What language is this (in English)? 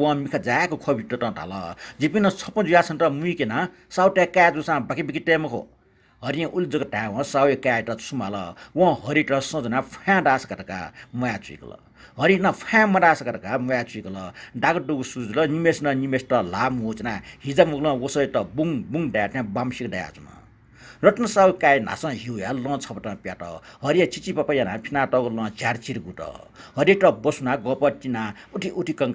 Newari